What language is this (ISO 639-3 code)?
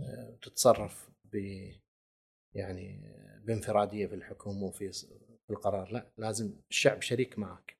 afb